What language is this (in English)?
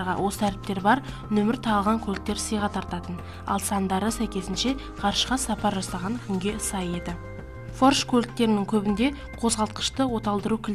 Kazakh